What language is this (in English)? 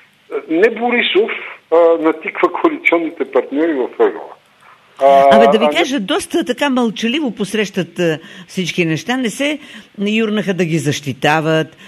Bulgarian